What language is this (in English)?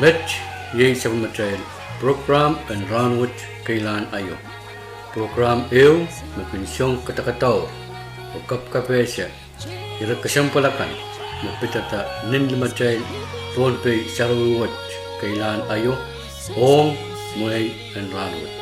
Pohnpeian